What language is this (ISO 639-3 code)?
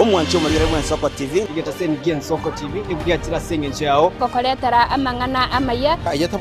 guz